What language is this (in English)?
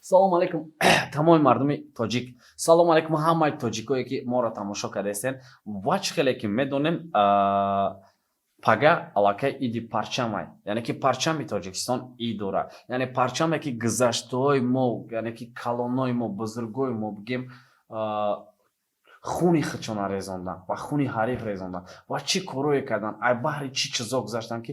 Tajik